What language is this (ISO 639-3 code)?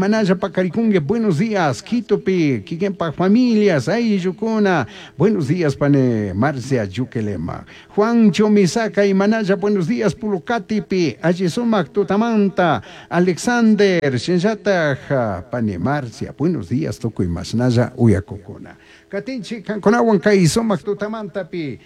qug